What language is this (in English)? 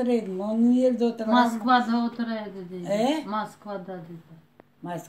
Crimean Tatar